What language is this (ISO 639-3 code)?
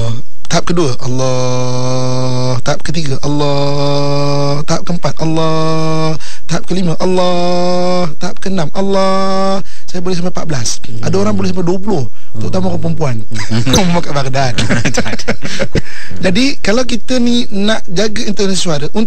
msa